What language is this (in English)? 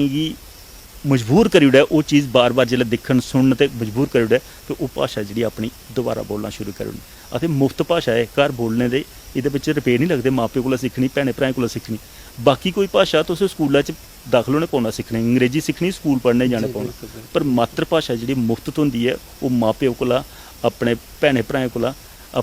Dogri